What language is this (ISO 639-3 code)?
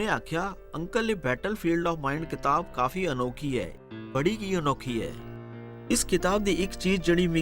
doi